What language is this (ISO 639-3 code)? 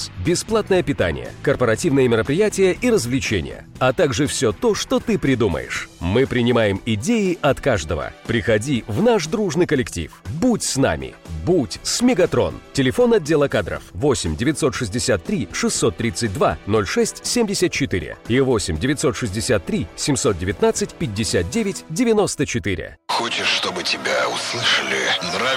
rus